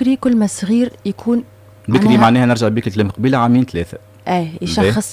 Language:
Tunisian Arabic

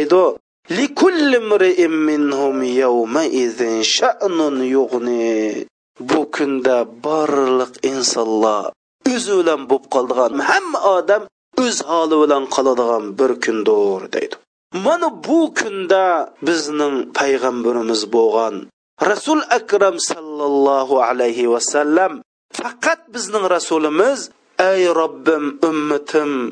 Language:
Uyghur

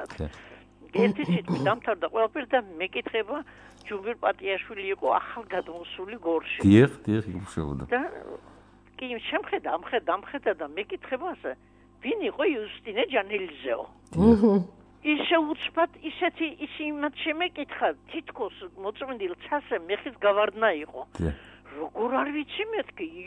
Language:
Georgian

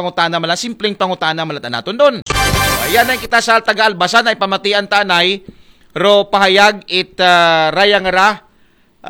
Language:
Aklanon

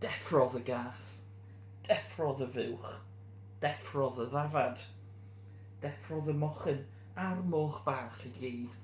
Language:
Welsh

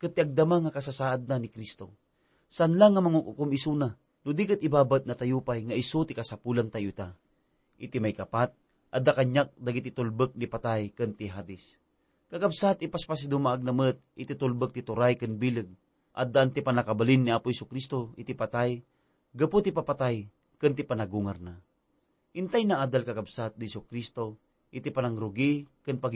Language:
Iloko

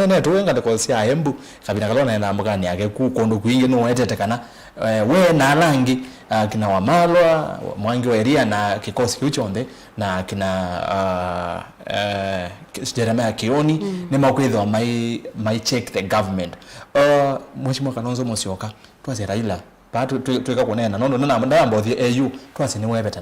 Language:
Kamba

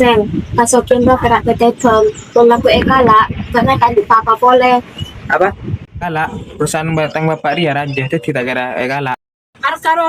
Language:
Madurese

